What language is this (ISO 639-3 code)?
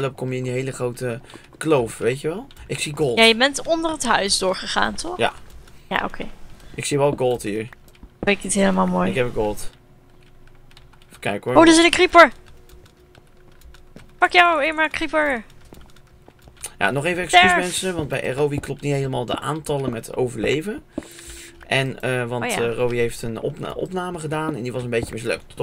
nld